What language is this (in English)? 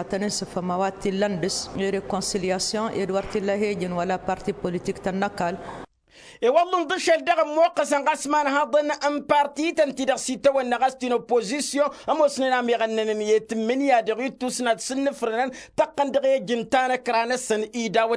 Tamasheq